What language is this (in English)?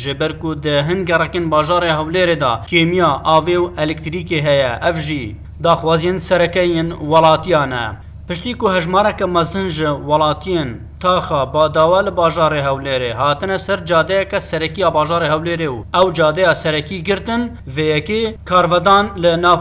Kurdish